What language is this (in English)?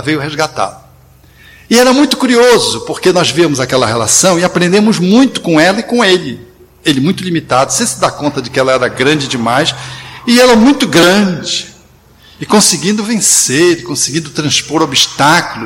Portuguese